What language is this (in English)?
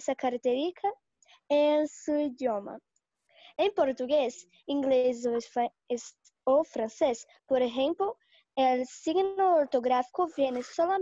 Spanish